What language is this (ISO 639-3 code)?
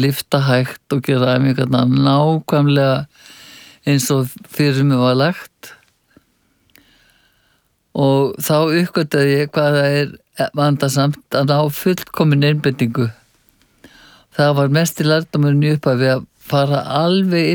isl